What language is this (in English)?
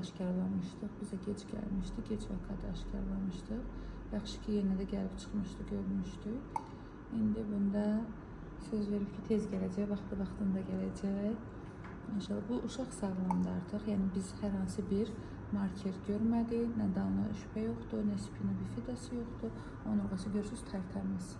Azerbaijani